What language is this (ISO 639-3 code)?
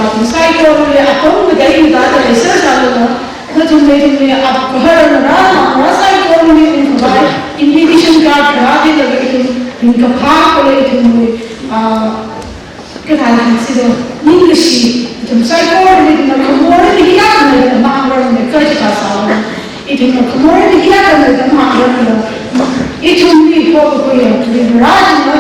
nmf